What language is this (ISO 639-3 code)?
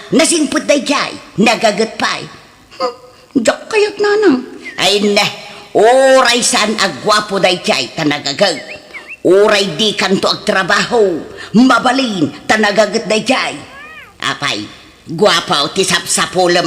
ilo